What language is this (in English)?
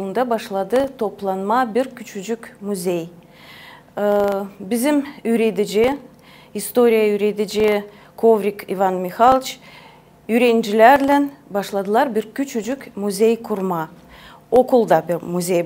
Gagauz